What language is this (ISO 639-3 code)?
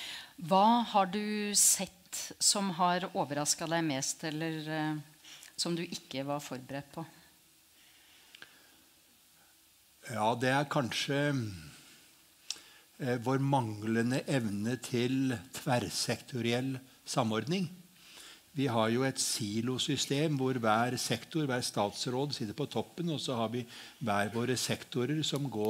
nor